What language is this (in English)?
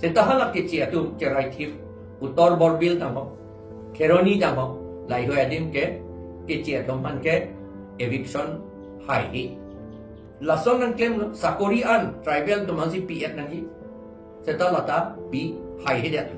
Karbi